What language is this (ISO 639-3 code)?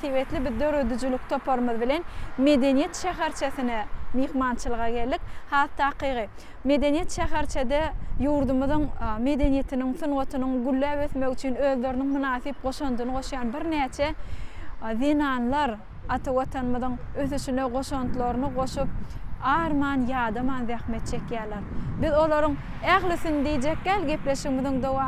tuk